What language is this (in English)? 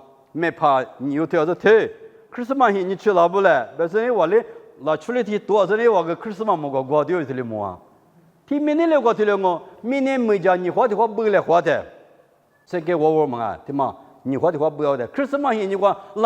Lisu